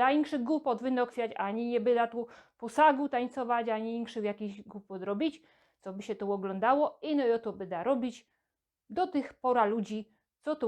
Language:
Silesian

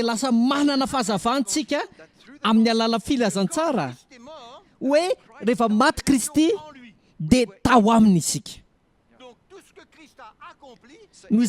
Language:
Malagasy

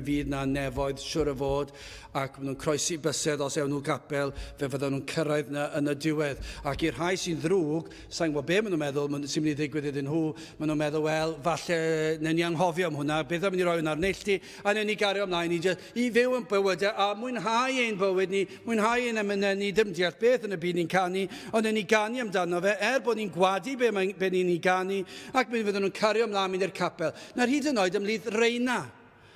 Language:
Welsh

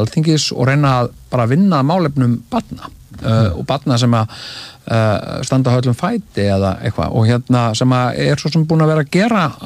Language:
Icelandic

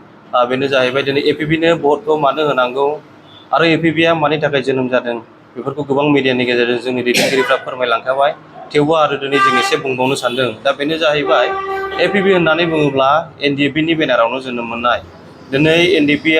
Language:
Bodo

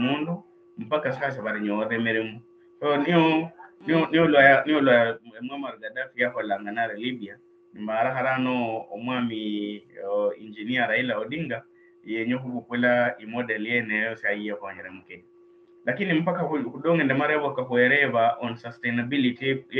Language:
Luyia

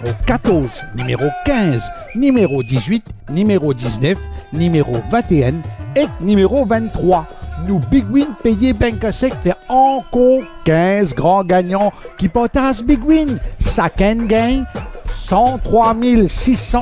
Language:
Morisyen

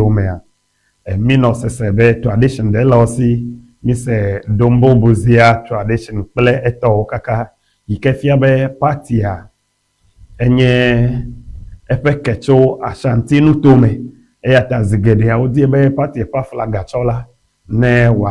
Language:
Ewe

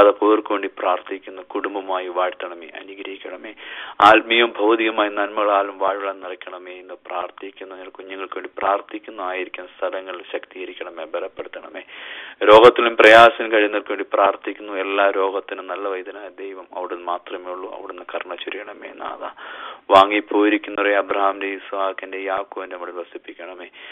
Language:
Malayalam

